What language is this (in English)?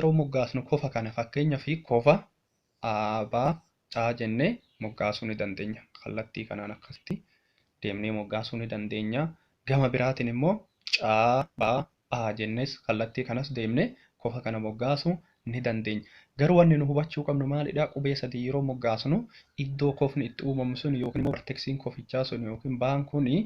Oromo